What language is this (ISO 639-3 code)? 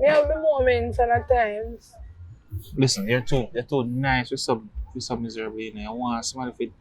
jam